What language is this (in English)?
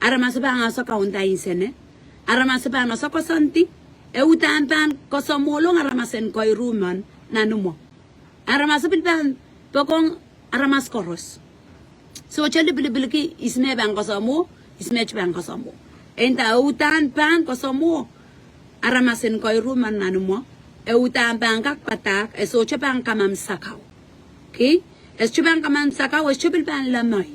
Pohnpeian